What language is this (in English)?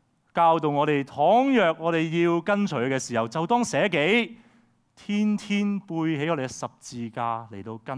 Cantonese